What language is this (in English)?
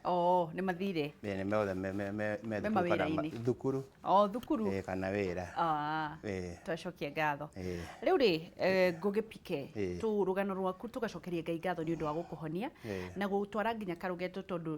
Kikuyu